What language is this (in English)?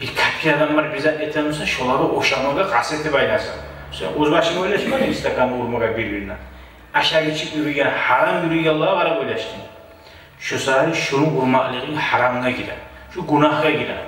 Kumyk